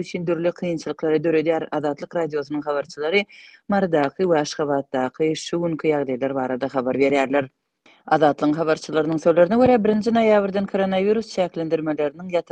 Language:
Turkmen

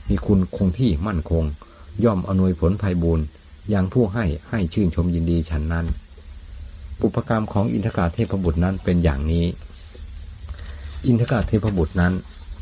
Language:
Thai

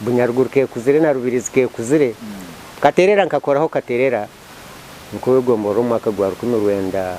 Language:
Nyankole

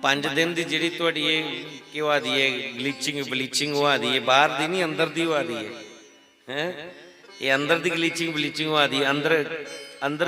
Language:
Dogri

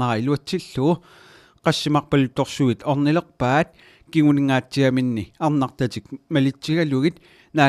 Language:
Kalaallisut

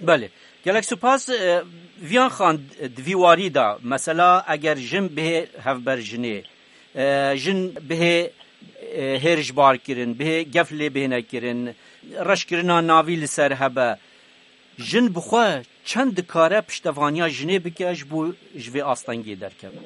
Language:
Kurdish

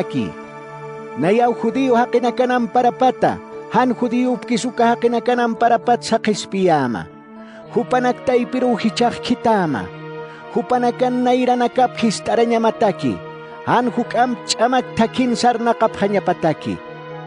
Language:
Aymara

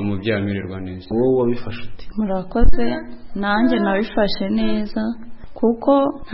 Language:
Kinyarwanda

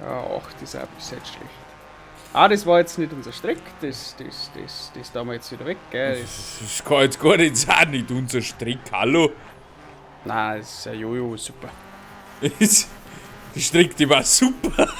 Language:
Bavarian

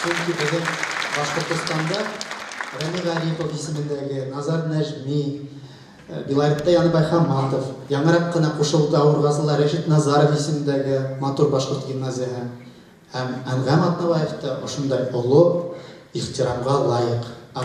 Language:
Bashkir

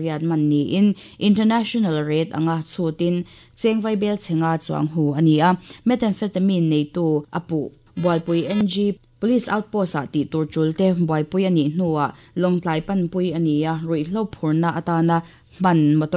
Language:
Mizo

